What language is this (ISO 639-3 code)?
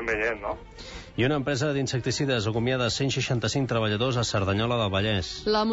cat